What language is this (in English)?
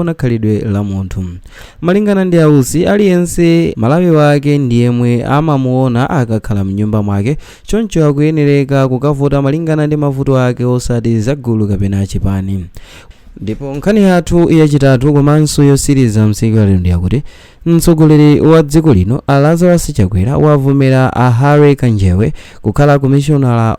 Nyanja